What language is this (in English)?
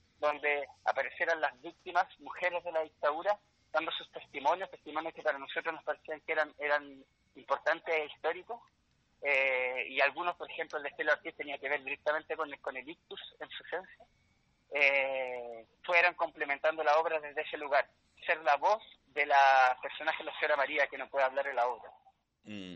Spanish